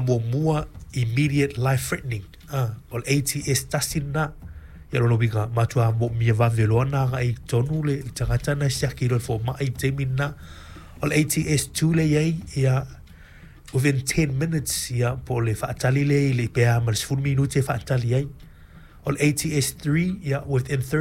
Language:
Samoan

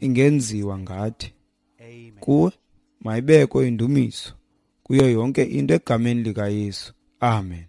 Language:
Xhosa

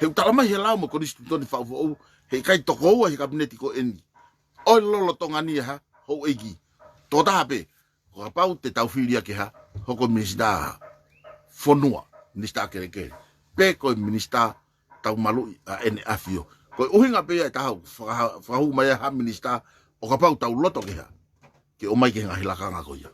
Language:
Tongan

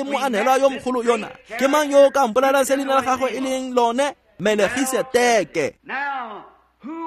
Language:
Tswana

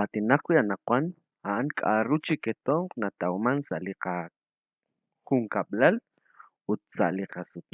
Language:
Kekchí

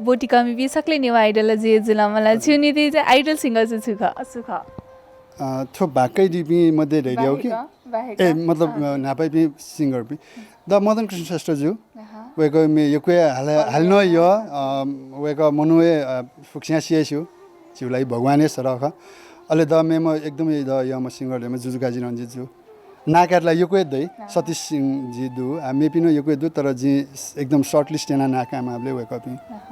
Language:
Newari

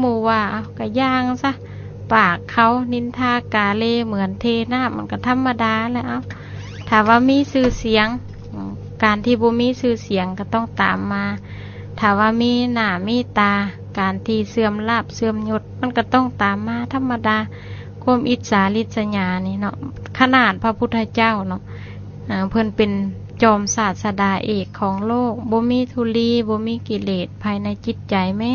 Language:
Lao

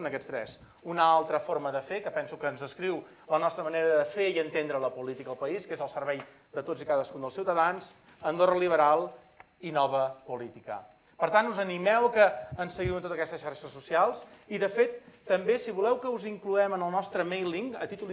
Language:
Catalan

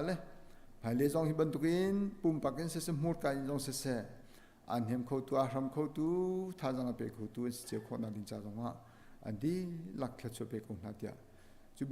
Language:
Hakha Chin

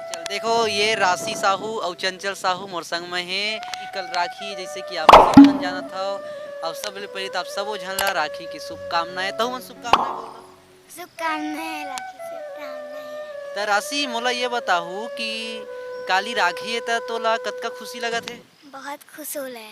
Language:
Chhattisgarhi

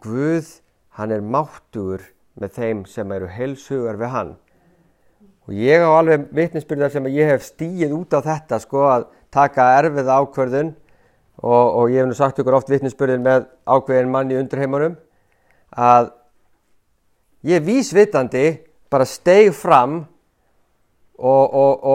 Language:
Icelandic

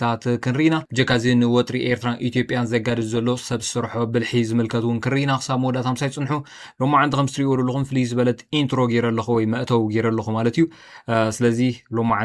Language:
Tigrinya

